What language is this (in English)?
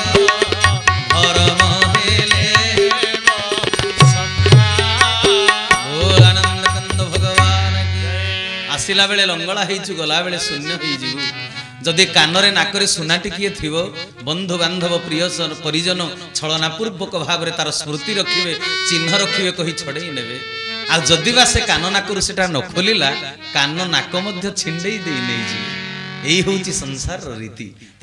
Odia